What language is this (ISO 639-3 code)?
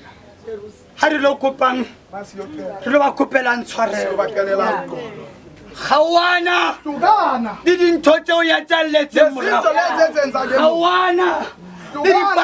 sot